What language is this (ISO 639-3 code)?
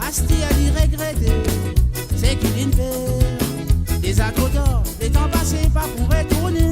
mfe